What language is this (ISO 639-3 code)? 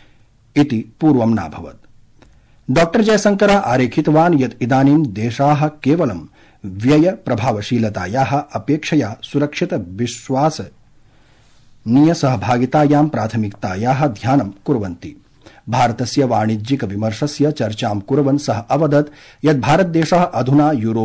san